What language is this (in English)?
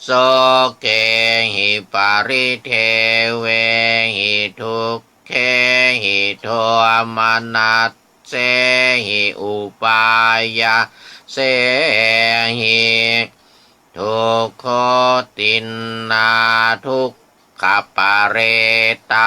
Pali